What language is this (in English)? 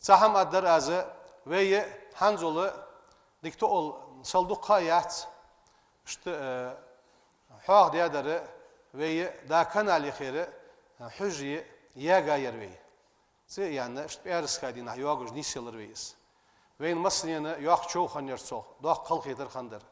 Ingush